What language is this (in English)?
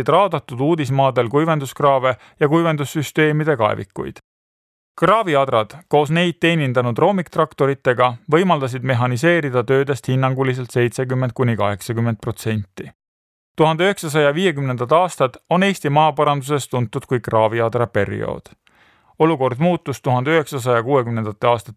Estonian